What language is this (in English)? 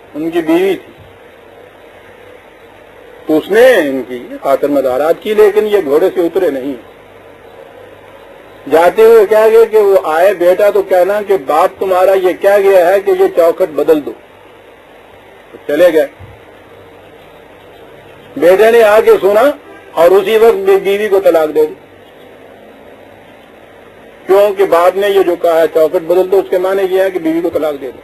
Urdu